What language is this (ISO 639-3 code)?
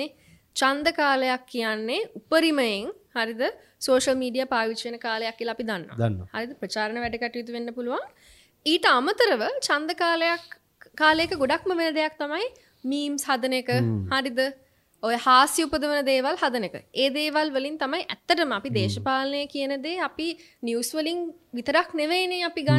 sin